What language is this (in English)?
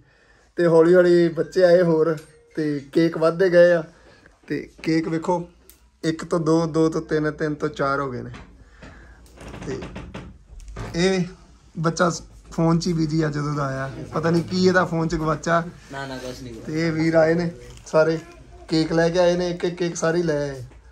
Punjabi